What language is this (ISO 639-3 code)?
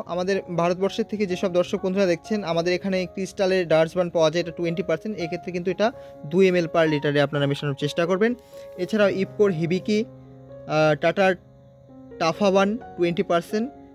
ben